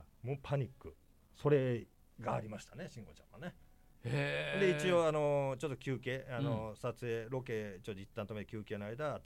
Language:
Japanese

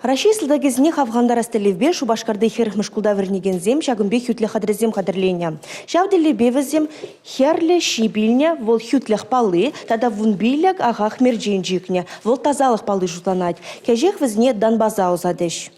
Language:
Chuvash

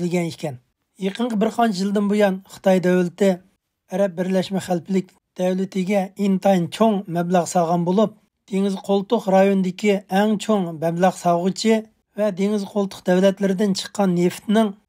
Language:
Uyghur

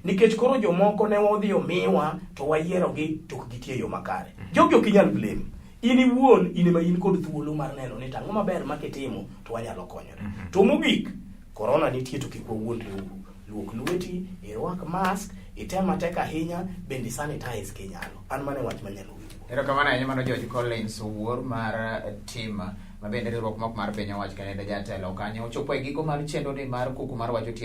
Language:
Luo (Kenya and Tanzania)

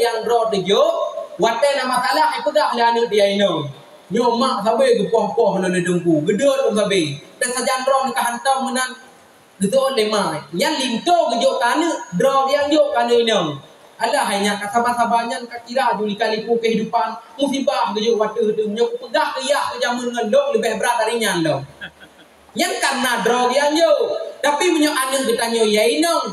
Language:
Achinese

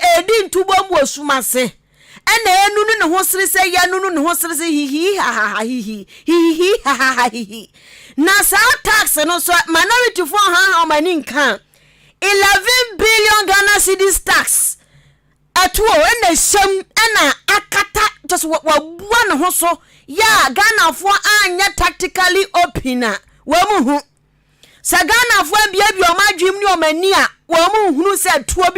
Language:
Akan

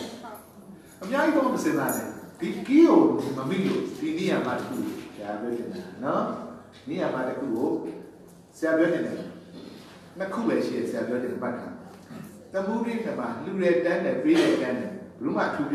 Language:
Burmese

